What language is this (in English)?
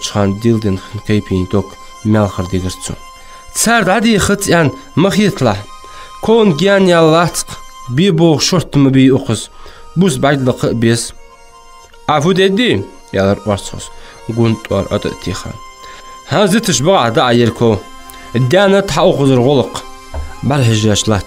Ingush